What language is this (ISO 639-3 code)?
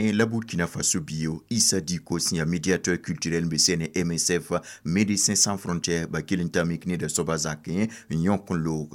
mos